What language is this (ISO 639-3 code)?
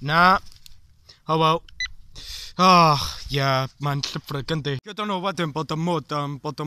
cym